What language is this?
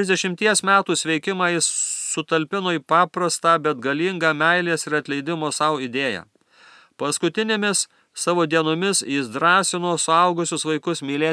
Lithuanian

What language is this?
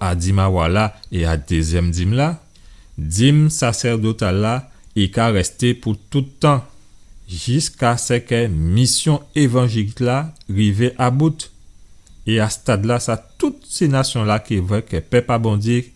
Guadeloupean Creole French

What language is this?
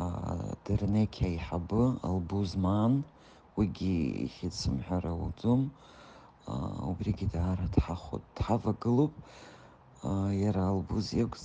Abkhazian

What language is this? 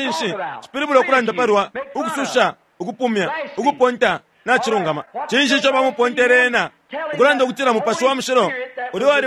Bemba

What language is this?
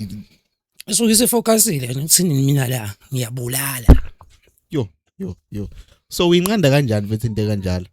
Zulu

